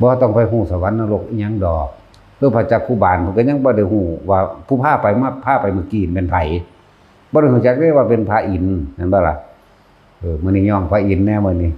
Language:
Northeastern Thai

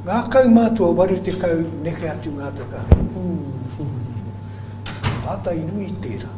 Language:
Māori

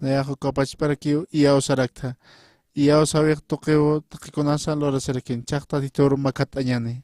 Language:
Aymara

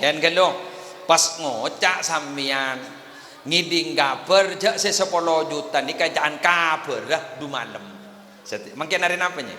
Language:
Madurese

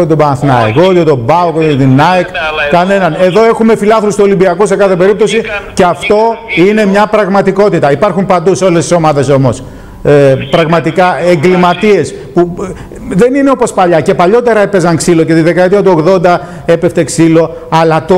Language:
Greek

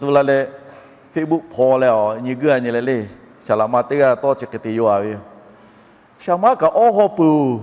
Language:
Lahu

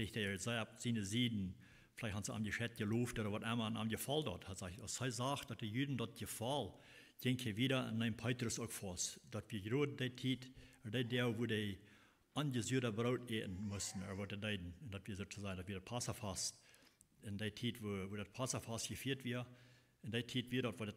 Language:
Plautdietsch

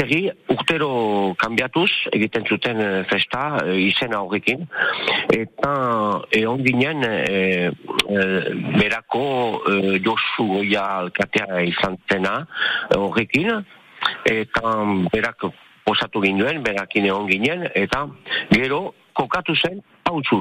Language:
Basque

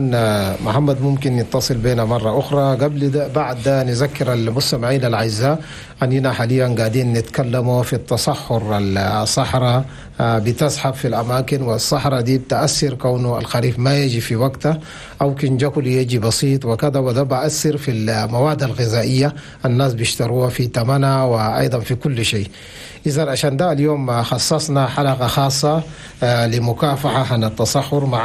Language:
Chadian Arabic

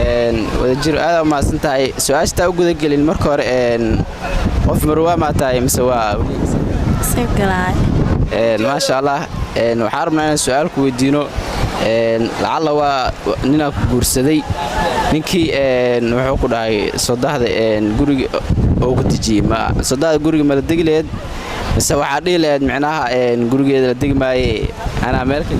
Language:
Somali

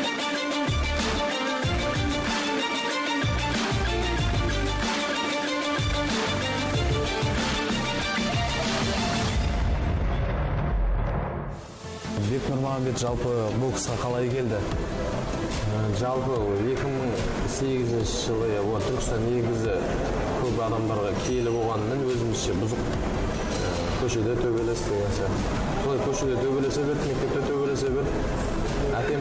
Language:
Kazakh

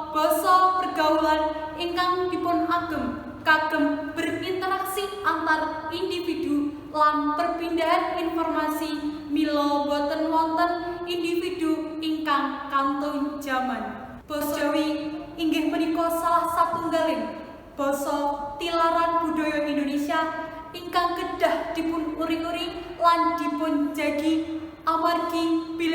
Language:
Javanese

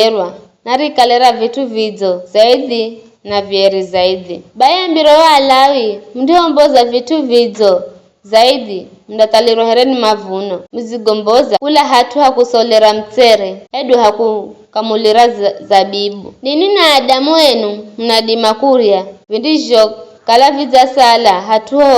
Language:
Giryama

